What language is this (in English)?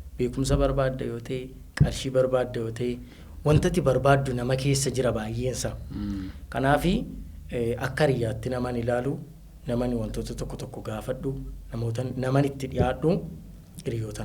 Oromo